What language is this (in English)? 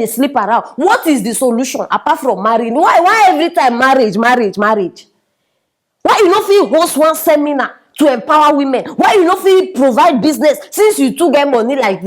Nigerian Pidgin